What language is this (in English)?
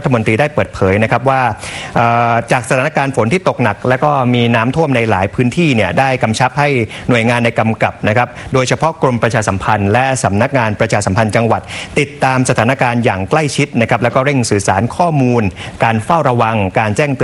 Thai